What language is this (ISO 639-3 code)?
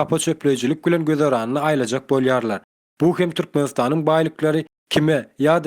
tuk